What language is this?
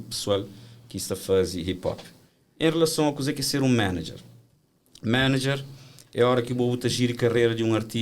Kabuverdianu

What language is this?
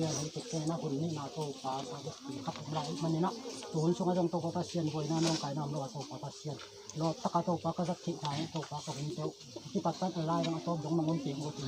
Tedim Chin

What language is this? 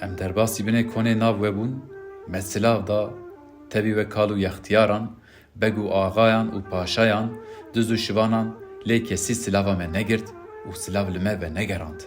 Kurdish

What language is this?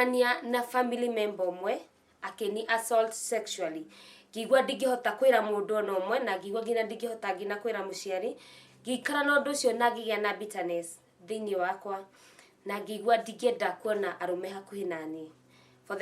Kikuyu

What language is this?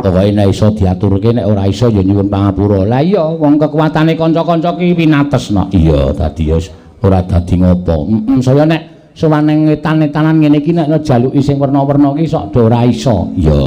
Javanese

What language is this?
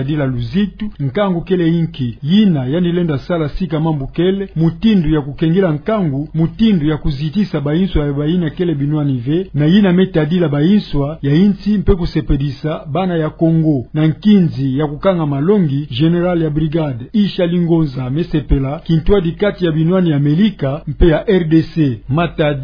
Kituba (Democratic Republic of Congo)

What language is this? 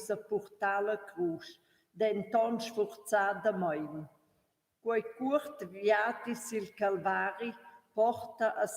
Romansh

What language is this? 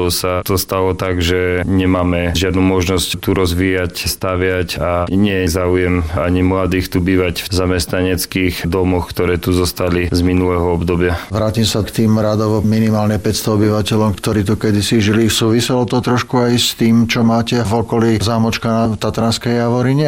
Slovak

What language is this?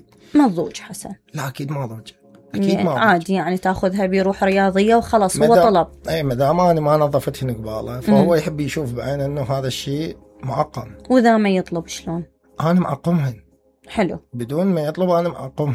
Mesopotamian Arabic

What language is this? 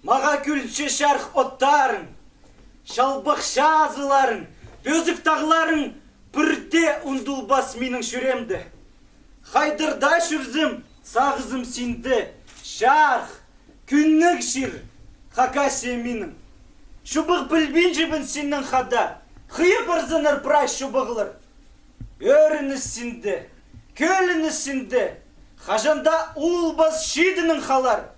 Khakas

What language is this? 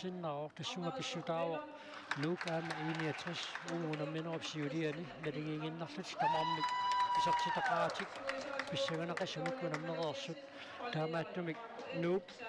Kalaallisut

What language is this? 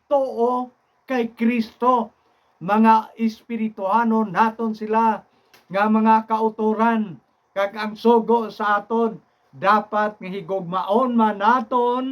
Hiligaynon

